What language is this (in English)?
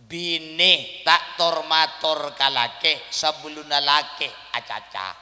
Madurese